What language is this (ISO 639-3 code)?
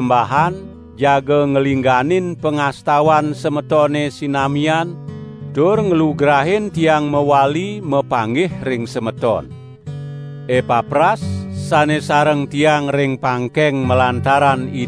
ban